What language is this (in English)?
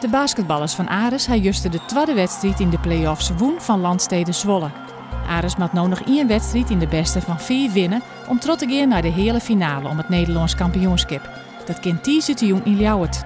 Western Frisian